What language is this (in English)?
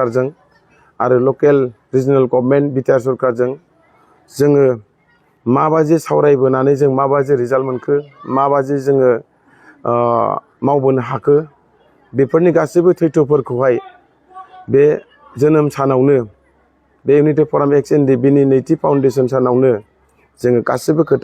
Bodo